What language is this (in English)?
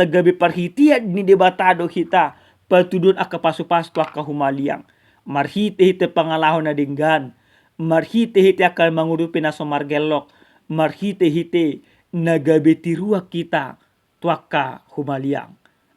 Batak Toba